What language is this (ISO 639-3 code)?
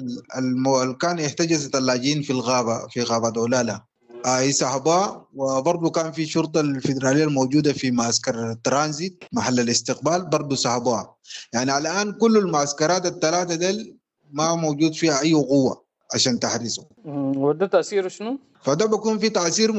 apd